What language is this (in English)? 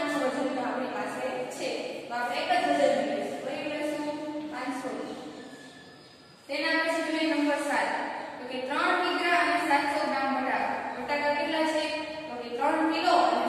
Gujarati